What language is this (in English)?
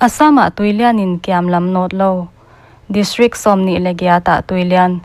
Paite Chin